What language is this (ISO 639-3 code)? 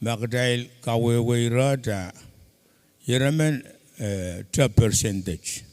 pon